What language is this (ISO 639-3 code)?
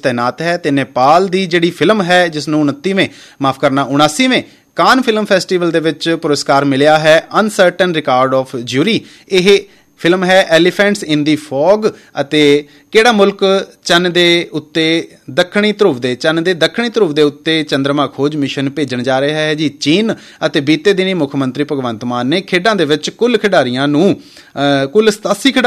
pan